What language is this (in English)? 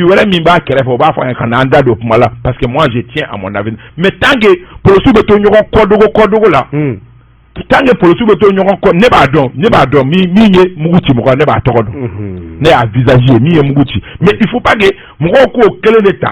Bambara